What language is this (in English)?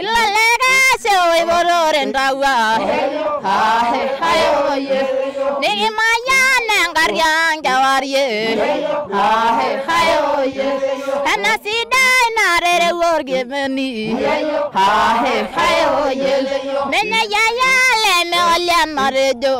Masai